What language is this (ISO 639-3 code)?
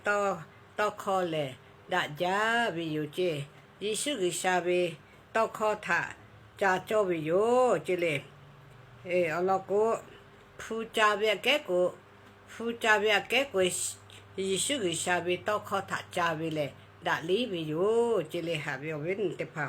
lhu